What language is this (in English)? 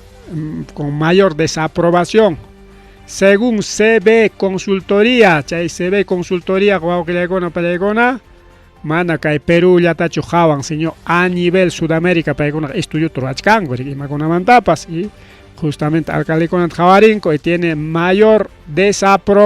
Ayacucho Quechua